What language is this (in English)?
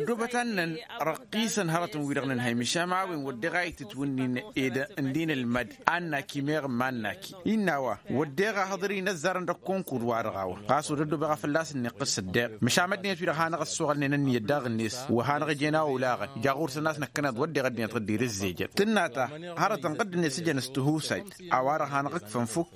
Tamasheq